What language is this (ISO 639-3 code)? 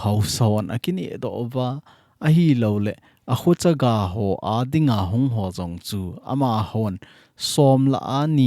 tcz